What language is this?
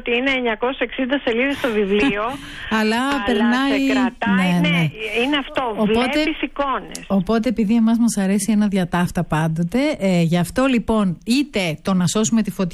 Greek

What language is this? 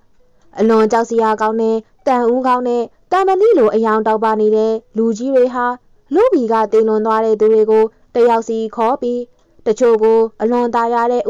Burmese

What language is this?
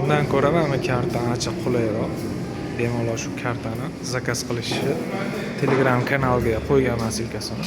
Uzbek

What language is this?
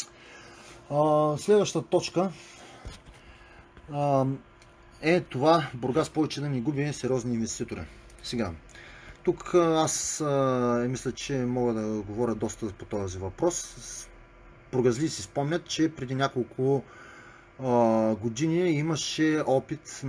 Bulgarian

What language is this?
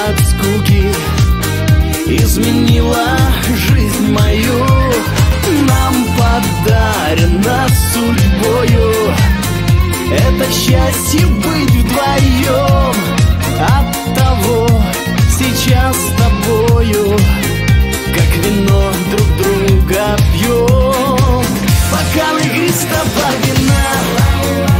Russian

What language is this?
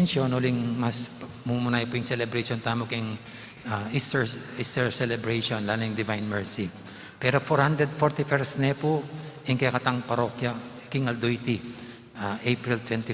Pampanga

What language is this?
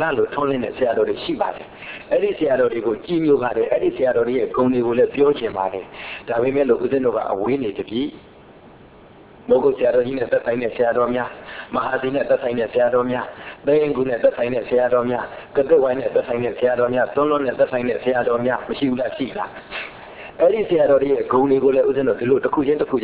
Burmese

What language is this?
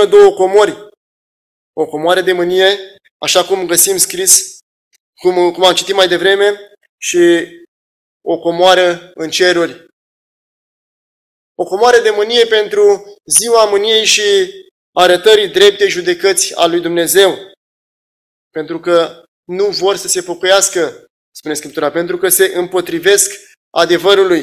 Romanian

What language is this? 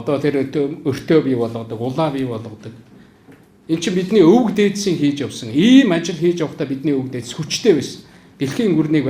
Mongolian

